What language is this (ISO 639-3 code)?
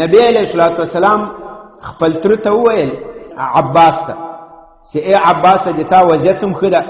pus